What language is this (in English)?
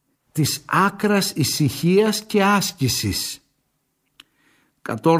Greek